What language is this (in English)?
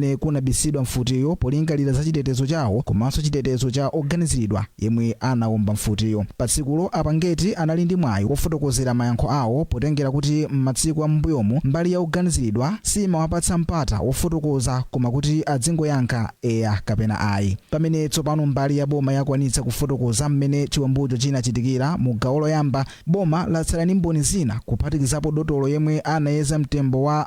Nyanja